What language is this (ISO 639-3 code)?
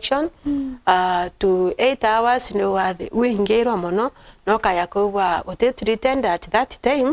mer